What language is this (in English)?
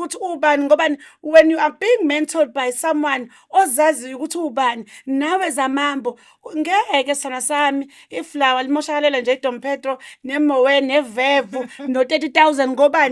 Zulu